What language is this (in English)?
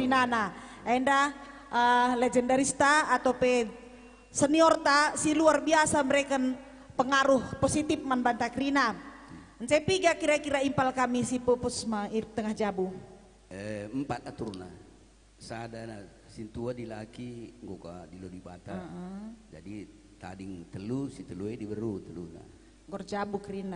Batak Karo